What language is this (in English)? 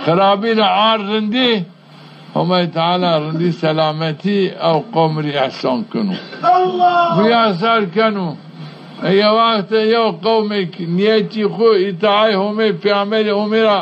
Zaza